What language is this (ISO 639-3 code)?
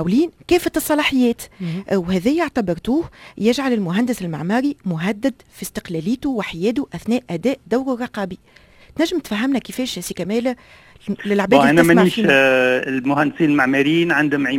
aeb